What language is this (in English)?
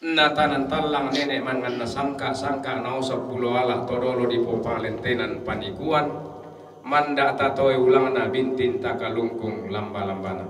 Toraja-Sa'dan